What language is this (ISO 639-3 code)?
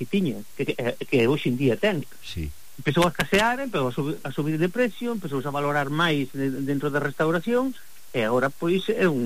glg